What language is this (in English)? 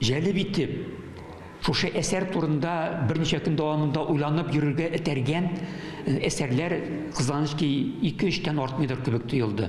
Tatar